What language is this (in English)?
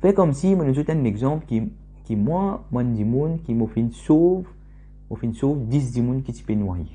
Morisyen